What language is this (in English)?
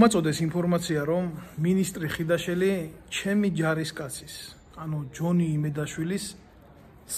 Georgian